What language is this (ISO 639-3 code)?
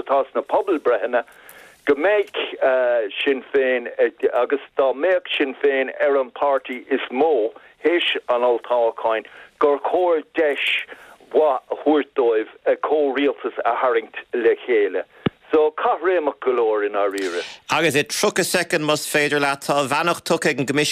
gle